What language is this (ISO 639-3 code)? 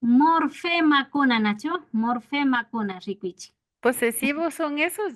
qvi